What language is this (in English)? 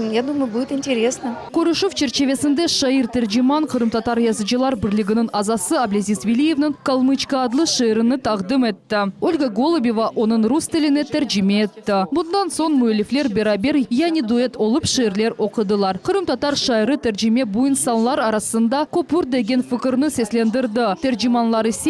Crimean Tatar